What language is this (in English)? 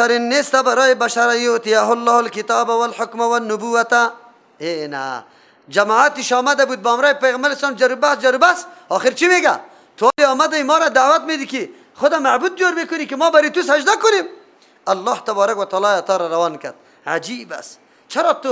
Persian